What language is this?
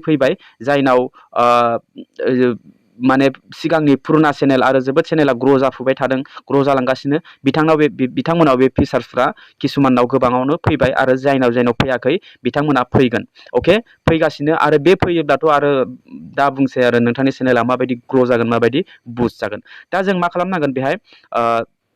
Bodo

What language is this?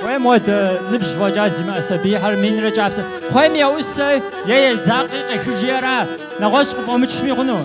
Kabardian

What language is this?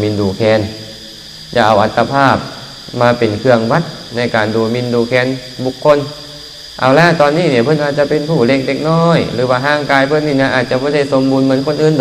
Lao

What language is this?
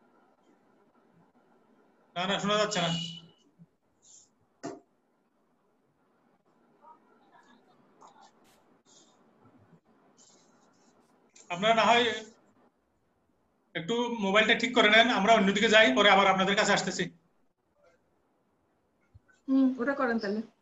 Bangla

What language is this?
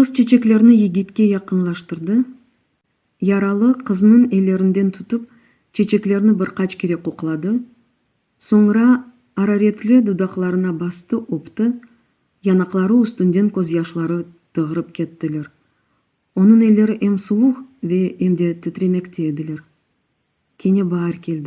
Crimean Tatar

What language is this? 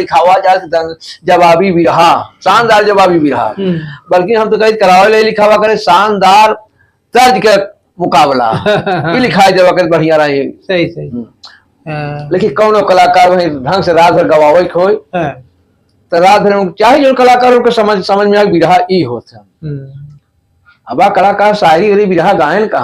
Awadhi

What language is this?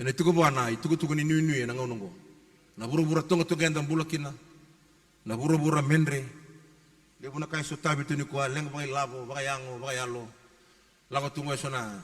Fijian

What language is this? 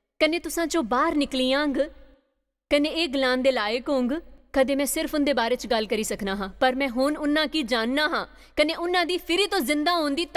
Dogri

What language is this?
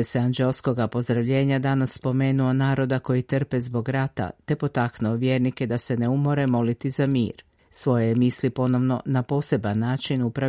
Croatian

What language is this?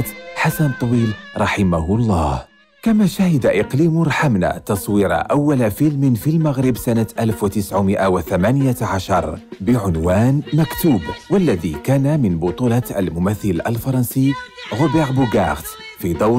Arabic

